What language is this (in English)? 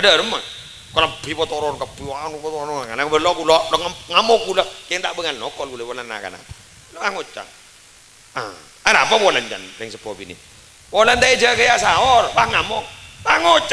Madurese